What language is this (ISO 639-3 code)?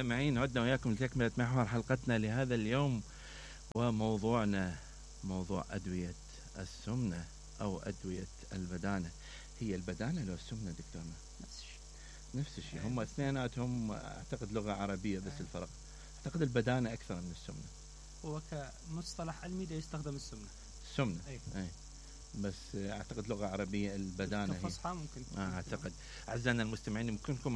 acm